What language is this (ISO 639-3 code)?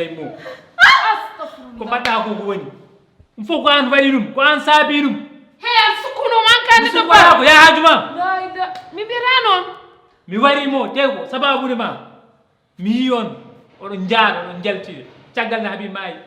ful